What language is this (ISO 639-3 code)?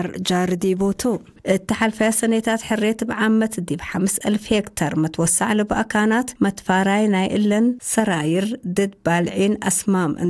tir